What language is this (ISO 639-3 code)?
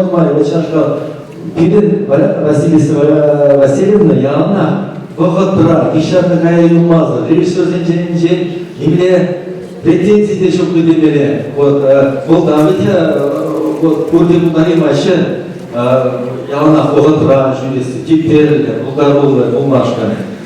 chv